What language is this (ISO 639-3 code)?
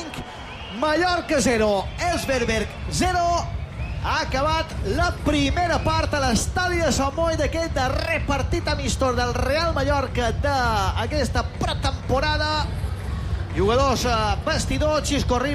cat